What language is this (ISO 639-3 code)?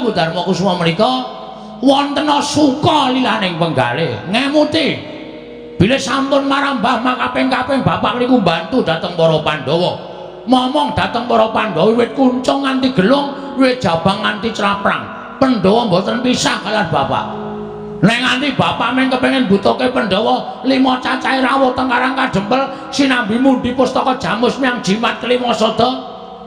jav